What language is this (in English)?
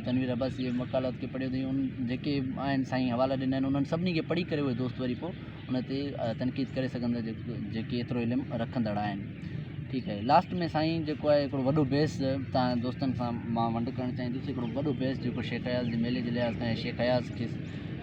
Sindhi